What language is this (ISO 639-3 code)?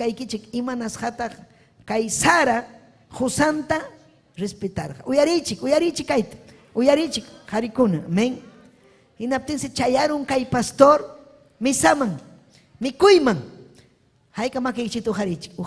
quy